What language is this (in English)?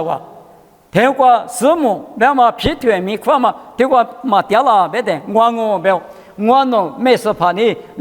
Lisu